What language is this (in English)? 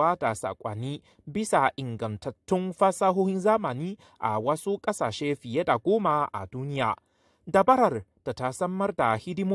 Hausa